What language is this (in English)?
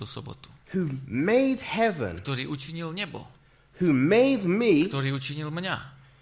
Slovak